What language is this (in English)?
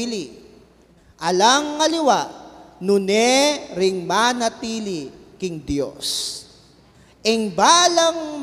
Pampanga